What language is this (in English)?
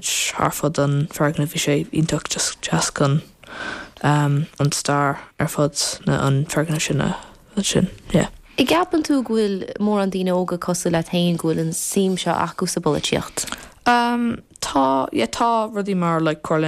Irish